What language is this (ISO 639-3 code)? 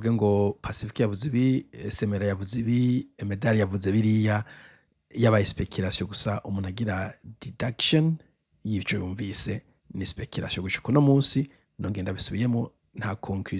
run